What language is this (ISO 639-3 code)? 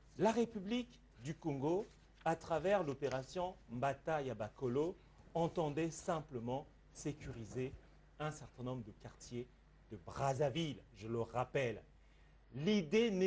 fra